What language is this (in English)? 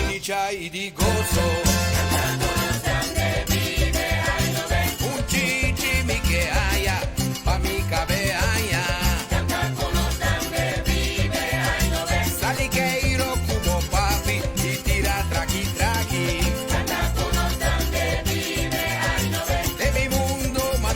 Papiamento